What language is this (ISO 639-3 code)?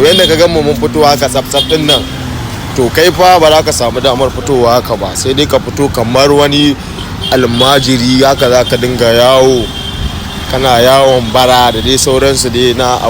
hau